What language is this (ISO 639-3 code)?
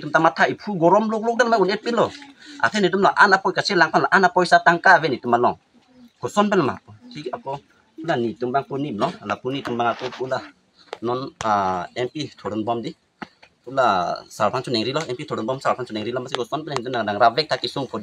mjw